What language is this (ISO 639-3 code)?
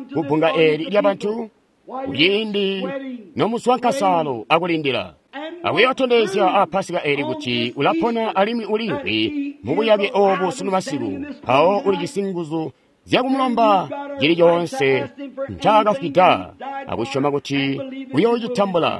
toi